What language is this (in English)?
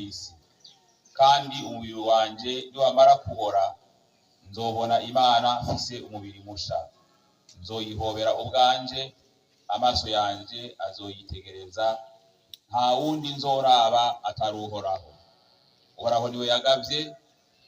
Rundi